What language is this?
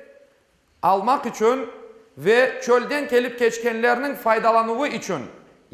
Crimean Tatar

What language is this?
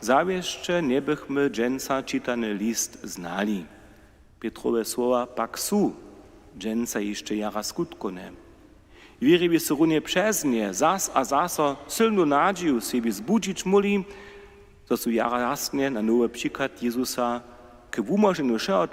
Upper Sorbian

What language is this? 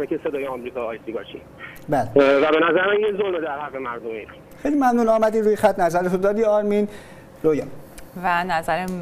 Persian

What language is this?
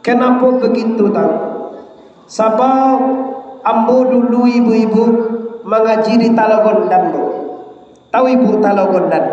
Minangkabau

